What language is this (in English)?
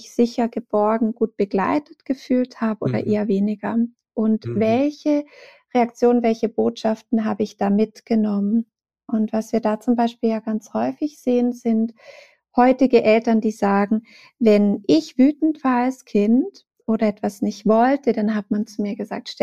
German